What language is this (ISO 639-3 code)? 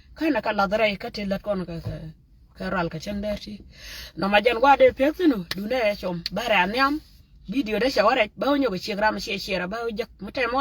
nus